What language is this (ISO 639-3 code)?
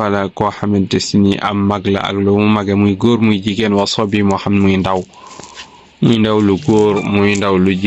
wol